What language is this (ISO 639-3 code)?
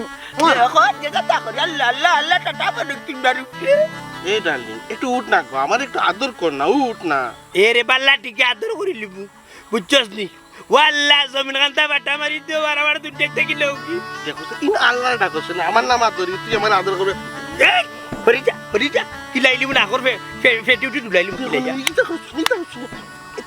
syl